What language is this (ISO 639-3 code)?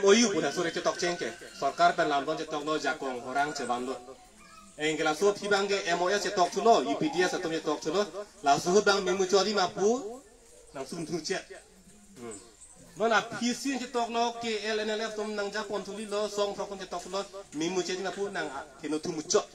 mjw